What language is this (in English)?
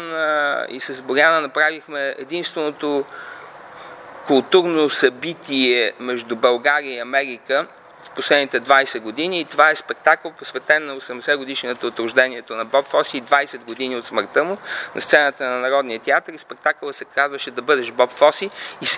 Bulgarian